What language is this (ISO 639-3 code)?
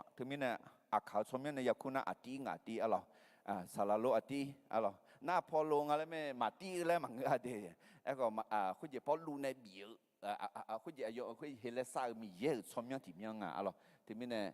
ahk